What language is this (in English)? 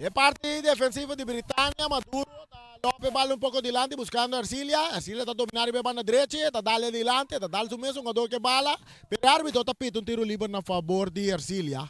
Papiamento